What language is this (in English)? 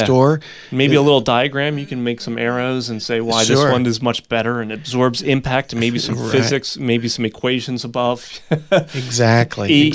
English